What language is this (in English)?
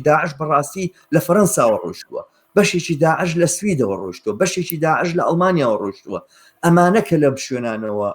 Central Kurdish